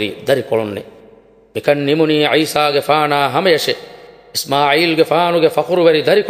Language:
Divehi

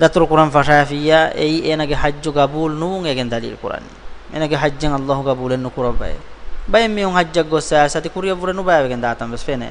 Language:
Divehi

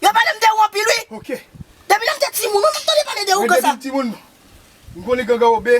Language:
Haitian Creole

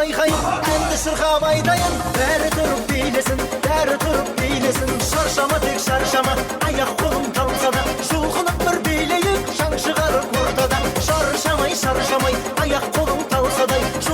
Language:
Kara-Kalpak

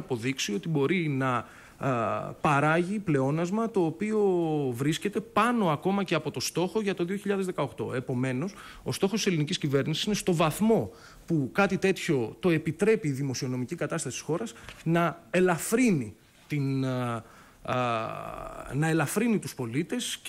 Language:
Greek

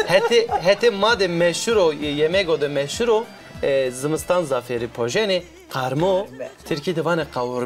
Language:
Zaza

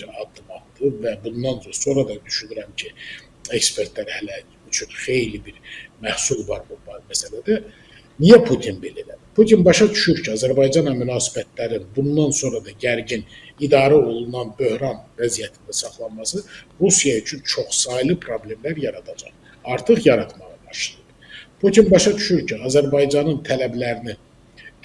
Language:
Azerbaijani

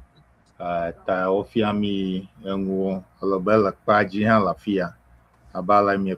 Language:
Ewe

